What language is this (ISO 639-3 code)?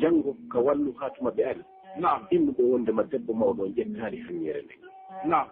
ful